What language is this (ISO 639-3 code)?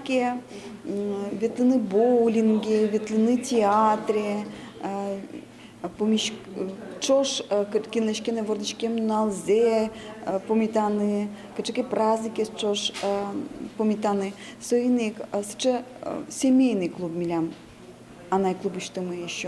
udm